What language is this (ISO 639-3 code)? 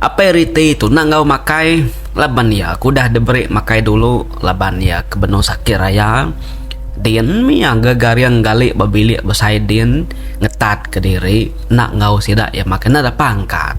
iba